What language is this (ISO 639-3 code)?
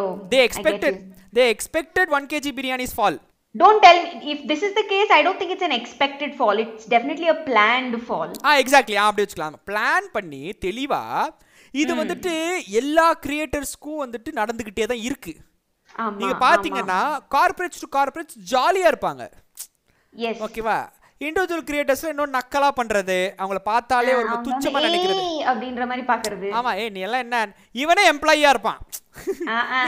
tam